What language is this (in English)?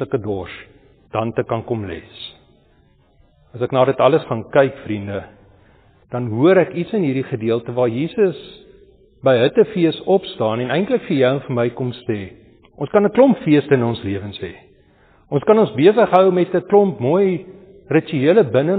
Afrikaans